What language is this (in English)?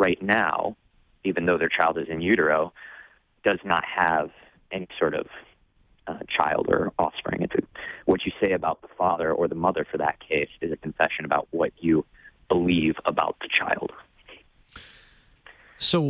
English